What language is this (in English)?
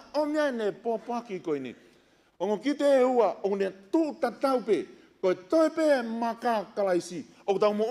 Tongan